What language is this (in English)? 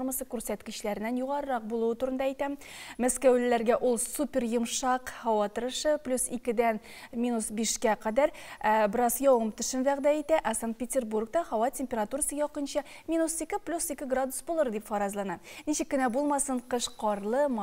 Tatar